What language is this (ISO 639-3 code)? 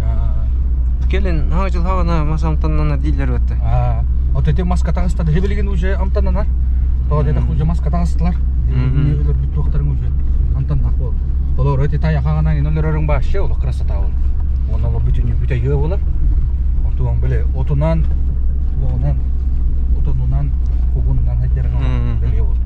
sah